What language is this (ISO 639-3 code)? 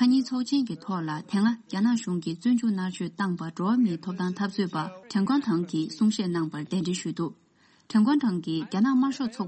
bod